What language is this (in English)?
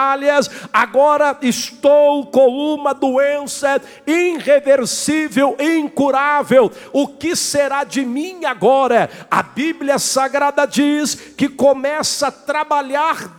Portuguese